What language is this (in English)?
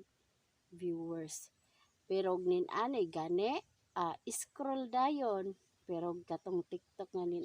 Cebuano